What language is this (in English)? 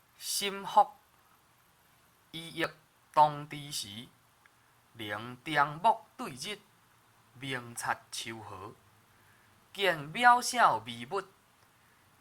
Min Nan Chinese